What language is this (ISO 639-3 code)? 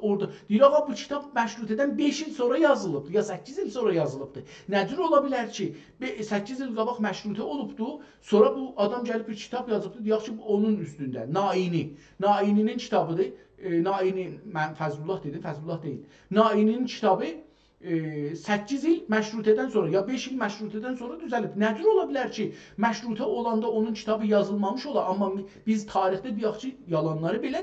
azb